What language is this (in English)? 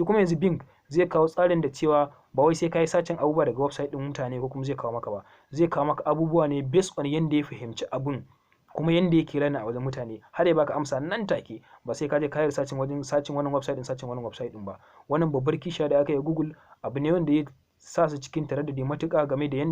Hausa